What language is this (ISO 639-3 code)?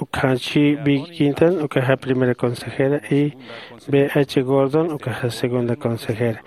aym